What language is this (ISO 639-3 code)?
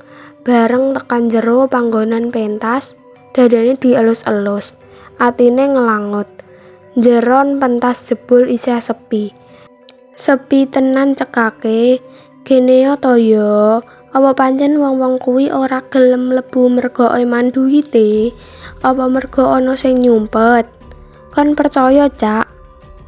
jav